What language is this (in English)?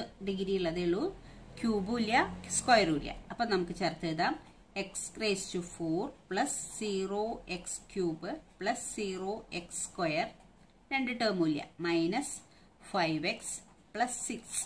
Malayalam